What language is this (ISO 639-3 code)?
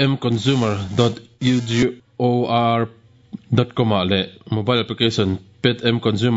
lus